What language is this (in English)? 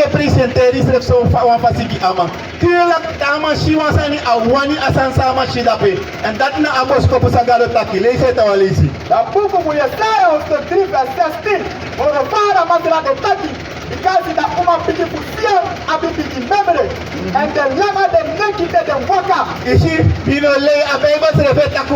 Sranan Tongo